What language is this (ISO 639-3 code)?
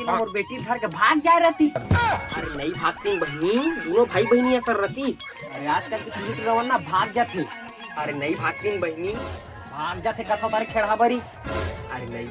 hne